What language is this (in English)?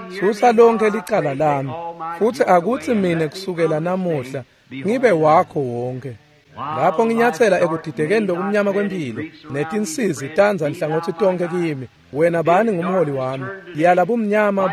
Swati